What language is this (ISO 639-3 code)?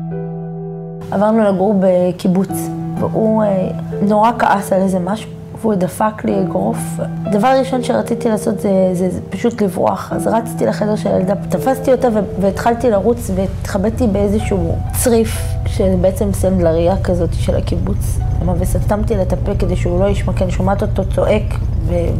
heb